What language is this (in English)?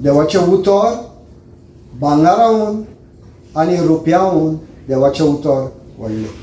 Konkani